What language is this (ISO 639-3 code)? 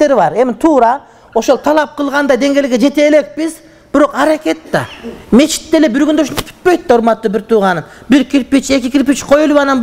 kir